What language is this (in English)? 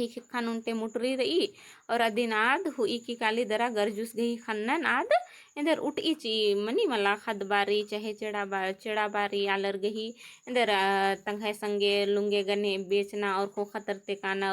Kurukh